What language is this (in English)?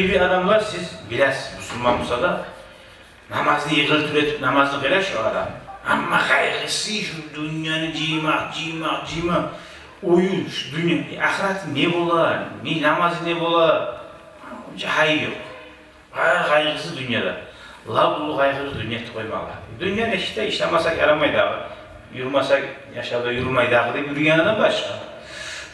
Kumyk